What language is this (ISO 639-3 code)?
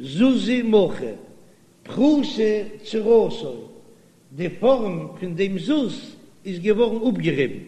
yid